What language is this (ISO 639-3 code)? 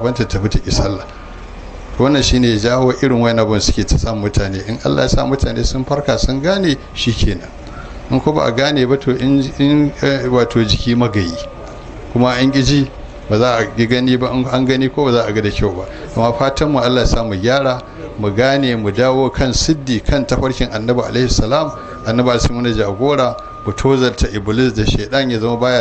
hau